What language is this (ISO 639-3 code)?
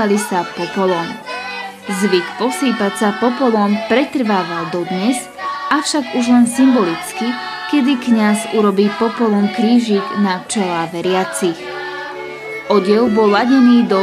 slk